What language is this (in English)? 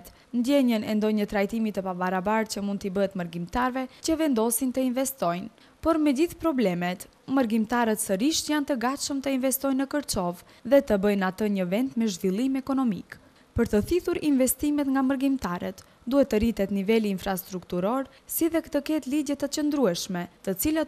Albanian